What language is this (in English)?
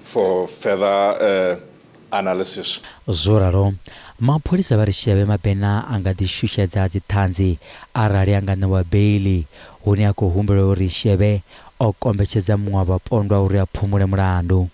Venda